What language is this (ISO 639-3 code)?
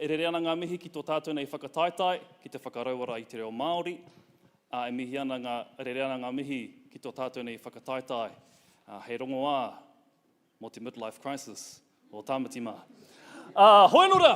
mri